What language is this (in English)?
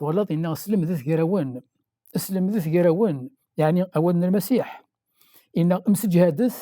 Kabyle